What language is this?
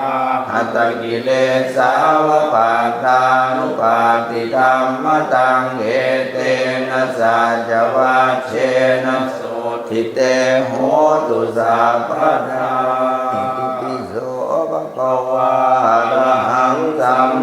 Pali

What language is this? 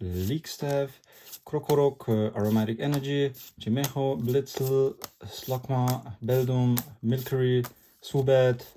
Swiss German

